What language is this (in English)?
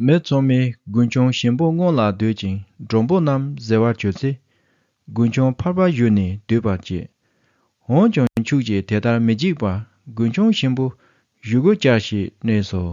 Tibetan